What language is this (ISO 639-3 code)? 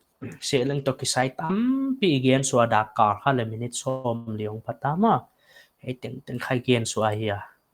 pck